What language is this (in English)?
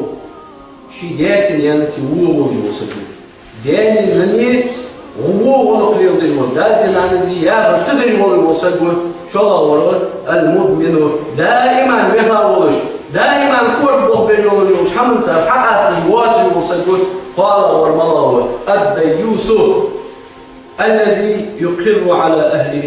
Ingush